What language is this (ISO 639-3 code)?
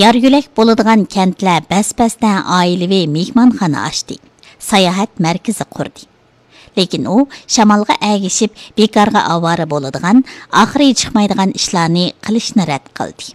uig